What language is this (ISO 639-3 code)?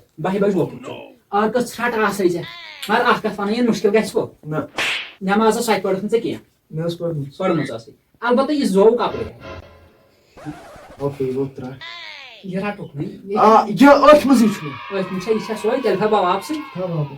kas